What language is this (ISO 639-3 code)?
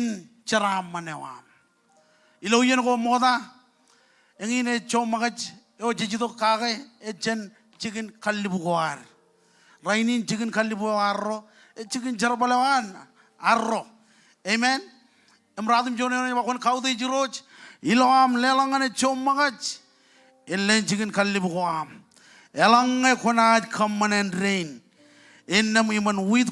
mah